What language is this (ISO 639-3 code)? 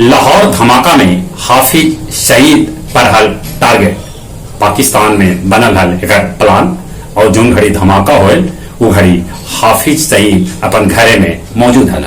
mag